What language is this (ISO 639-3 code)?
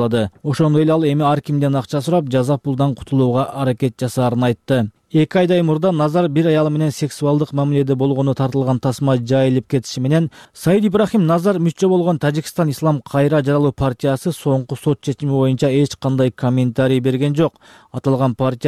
kir